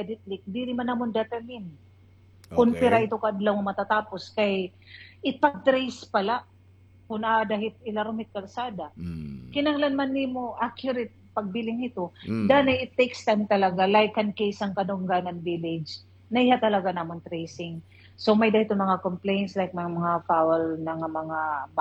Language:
Waray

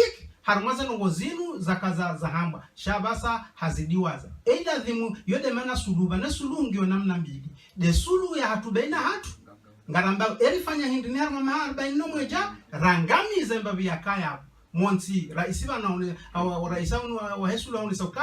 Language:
Ngazidja Comorian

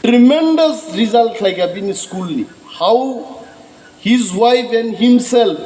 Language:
Kok Borok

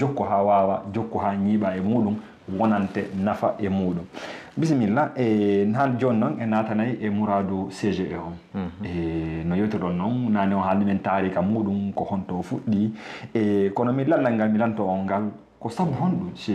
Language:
Fula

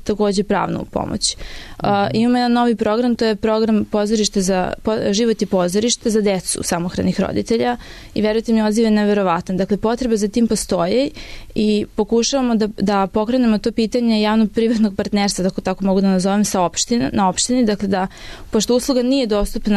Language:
Serbian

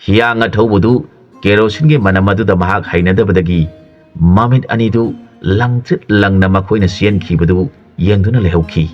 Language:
Manipuri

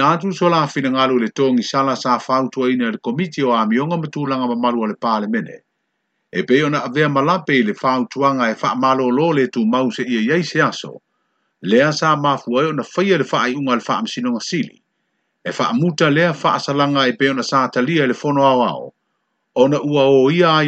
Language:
Samoan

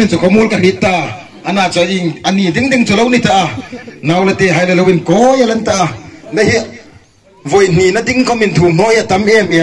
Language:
Hmar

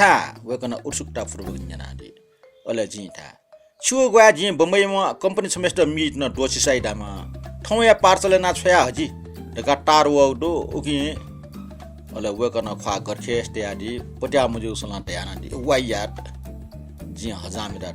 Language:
Newari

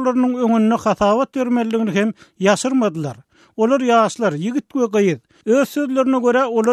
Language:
Turkmen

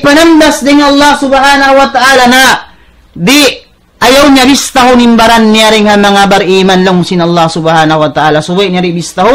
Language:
Tausug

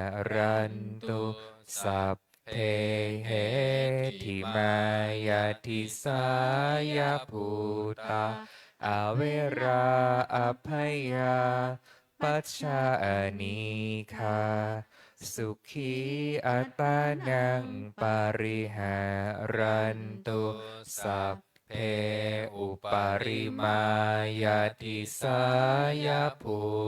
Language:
Pali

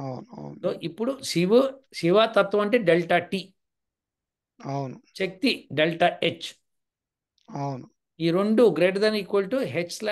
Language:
Telugu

